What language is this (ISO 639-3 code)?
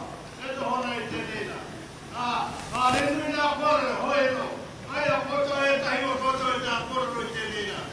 mri